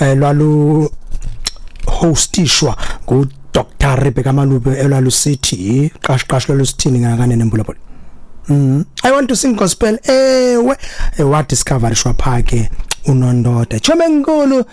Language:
Xhosa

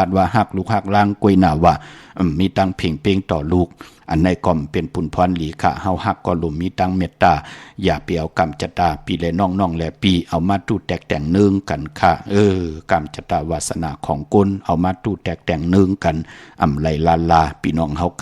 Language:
Shan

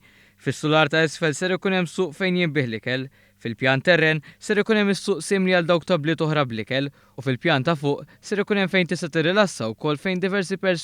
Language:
Maltese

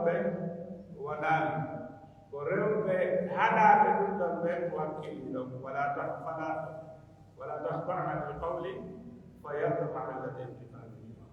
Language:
Pular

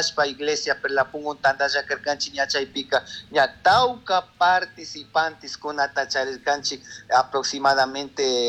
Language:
Chimborazo Highland Quichua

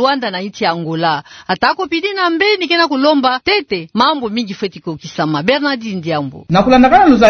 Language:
Kituba (Democratic Republic of Congo)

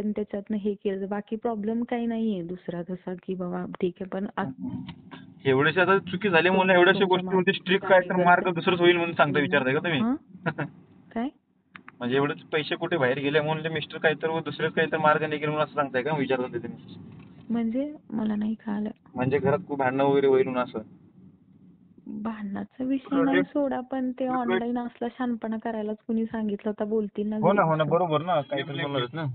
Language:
Marathi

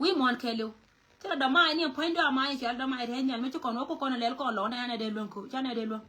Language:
Nuer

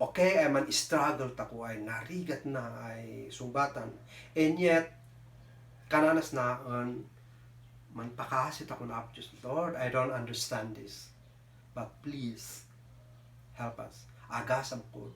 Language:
Kankanaey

